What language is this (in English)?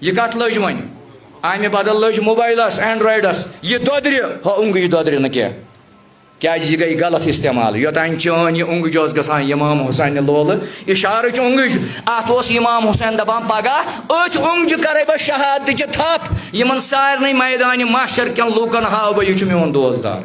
Kashmiri